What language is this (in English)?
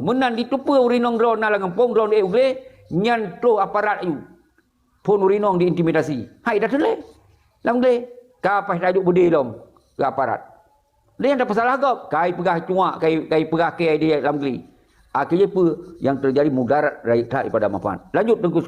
Achinese